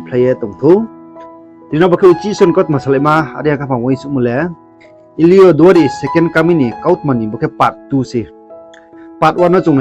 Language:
Riang (India)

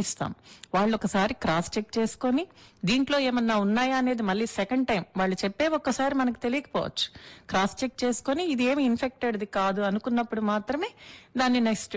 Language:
Telugu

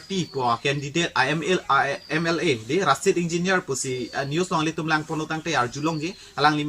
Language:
Karbi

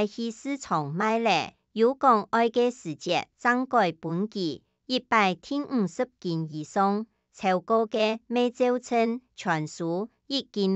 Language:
Hakka Chinese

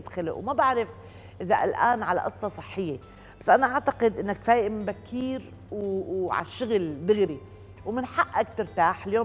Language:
North Levantine Arabic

